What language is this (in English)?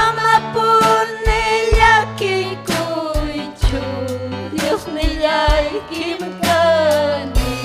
Ayacucho Quechua